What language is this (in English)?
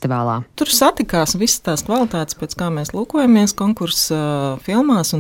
Latvian